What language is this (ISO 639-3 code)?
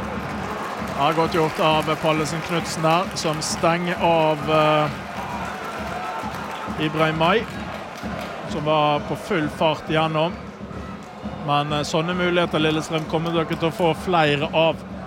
nor